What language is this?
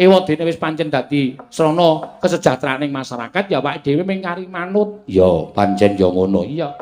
Javanese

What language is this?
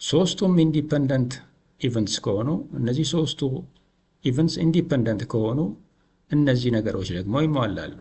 Amharic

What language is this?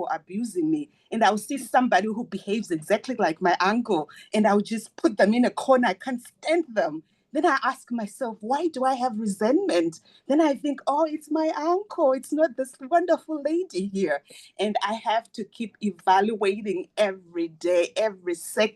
English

